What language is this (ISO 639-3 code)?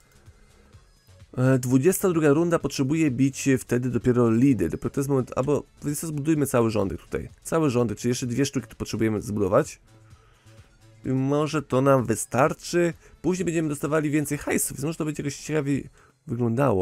pol